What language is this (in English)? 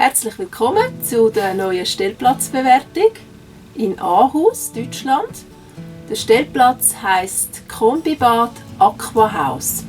Swiss German